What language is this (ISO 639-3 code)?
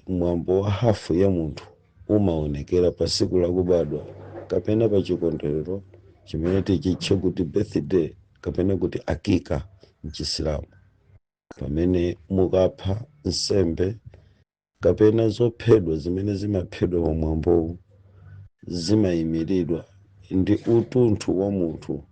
nya